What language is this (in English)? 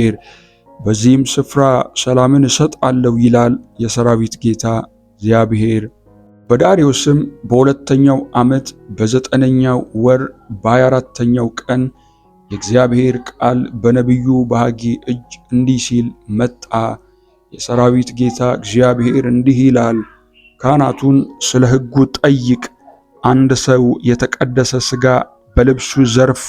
Amharic